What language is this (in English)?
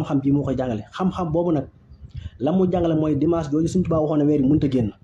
Wolof